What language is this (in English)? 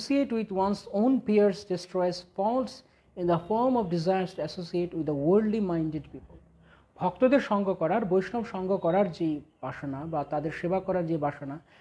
Bangla